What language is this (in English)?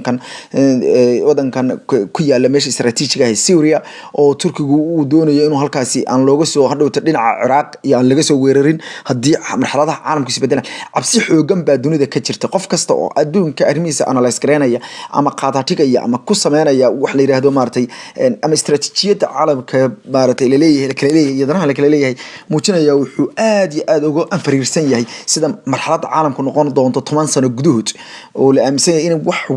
Somali